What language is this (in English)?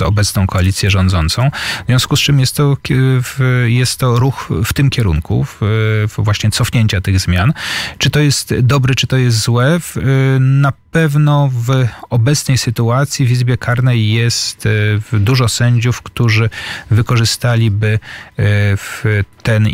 Polish